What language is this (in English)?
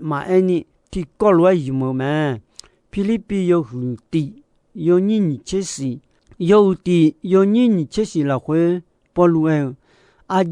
Akha